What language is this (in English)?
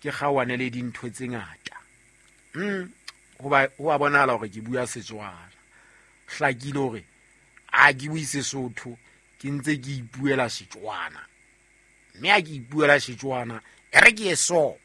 Southern Sotho